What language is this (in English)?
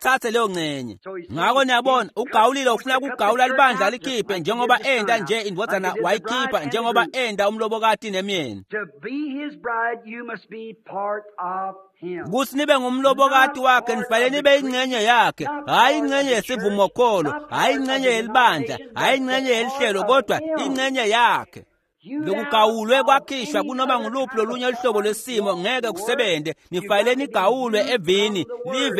Swati